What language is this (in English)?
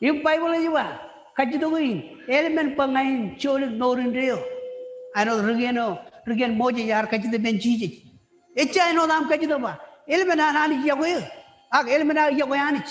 Marshallese